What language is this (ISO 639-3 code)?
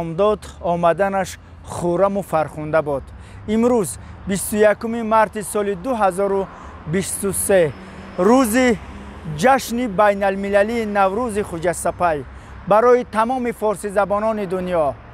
tgk